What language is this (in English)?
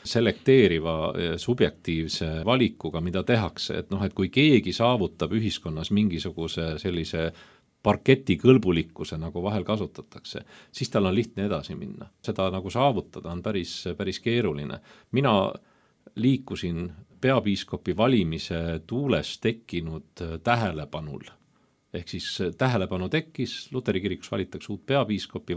Estonian